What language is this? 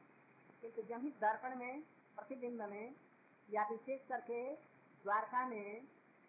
Hindi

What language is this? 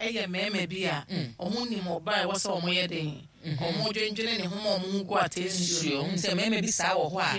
Akan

